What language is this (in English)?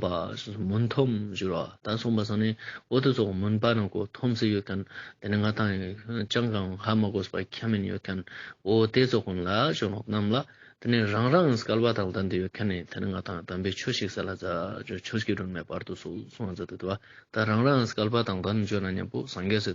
Ladakhi